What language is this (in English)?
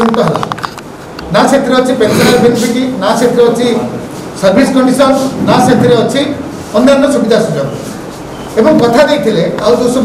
Odia